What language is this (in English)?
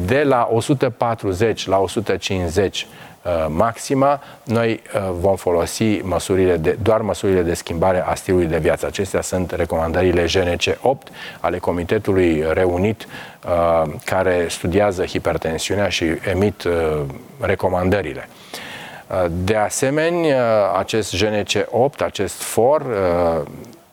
Romanian